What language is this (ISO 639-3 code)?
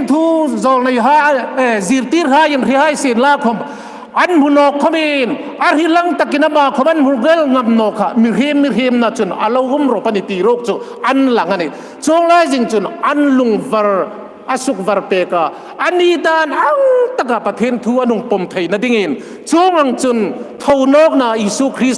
hmr